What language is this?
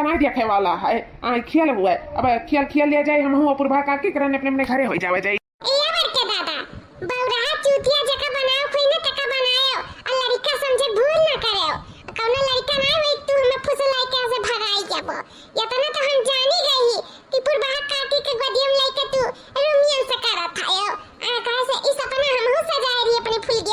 Awadhi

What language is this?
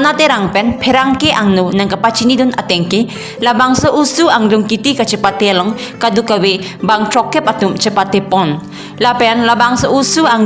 Karbi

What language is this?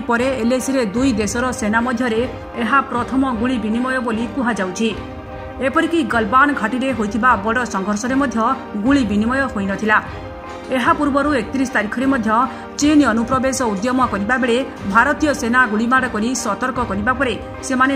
Odia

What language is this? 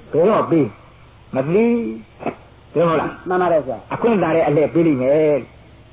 Burmese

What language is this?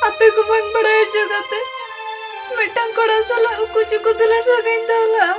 Santali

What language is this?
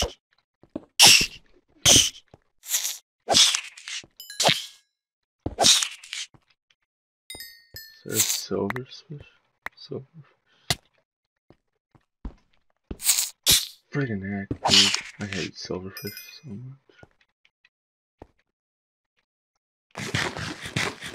English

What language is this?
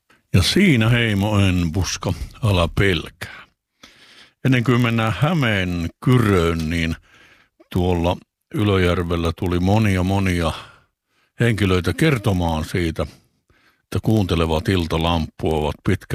Finnish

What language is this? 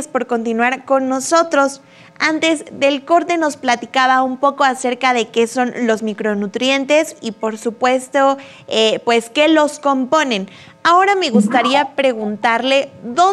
Spanish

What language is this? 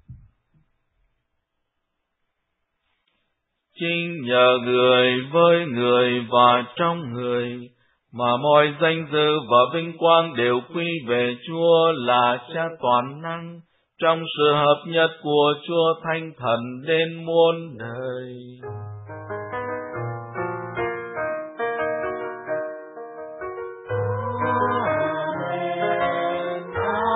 Vietnamese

